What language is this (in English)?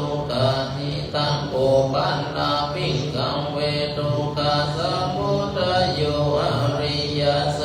Pali